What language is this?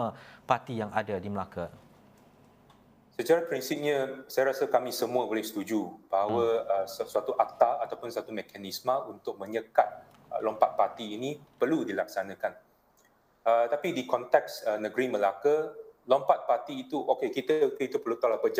Malay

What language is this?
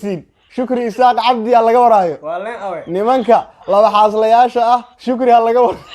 Somali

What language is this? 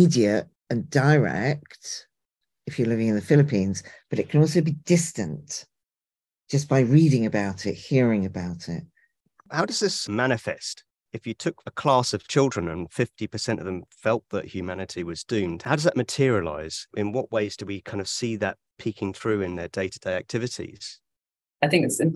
English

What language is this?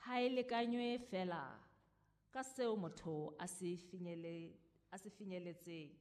Southern Sotho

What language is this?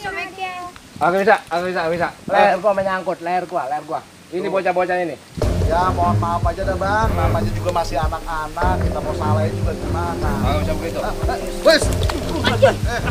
Betawi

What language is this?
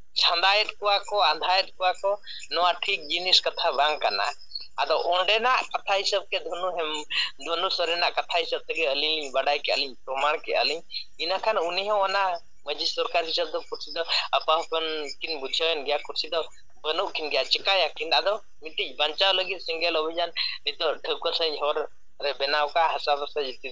Santali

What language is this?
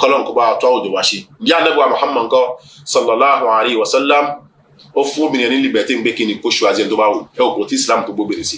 Yoruba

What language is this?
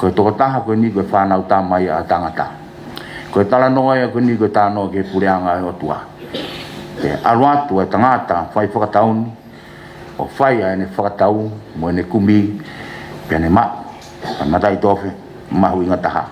Tongan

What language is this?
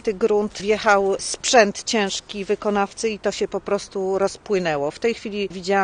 Polish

